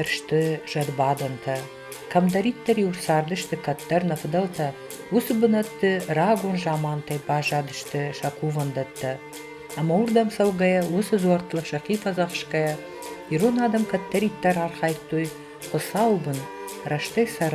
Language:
Ossetic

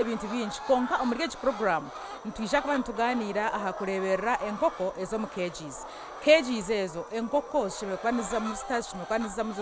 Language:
Nyankole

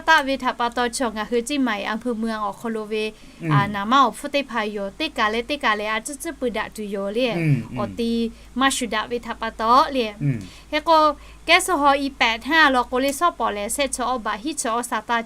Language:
Lahu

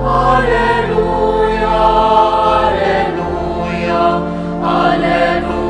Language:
Pampanga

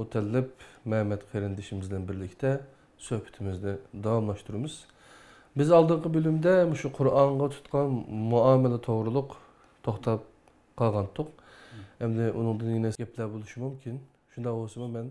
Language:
Uyghur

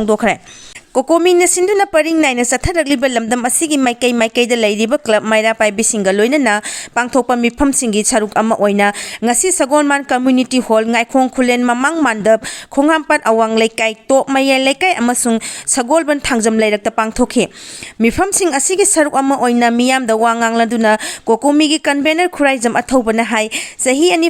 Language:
Manipuri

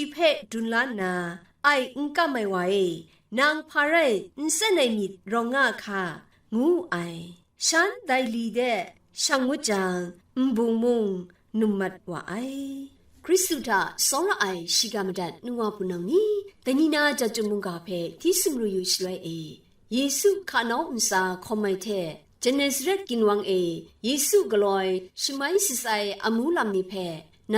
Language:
Kachin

